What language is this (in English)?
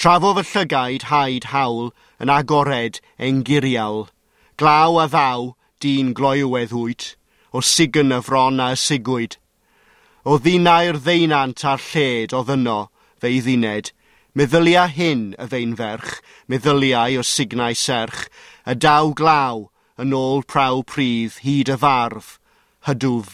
Welsh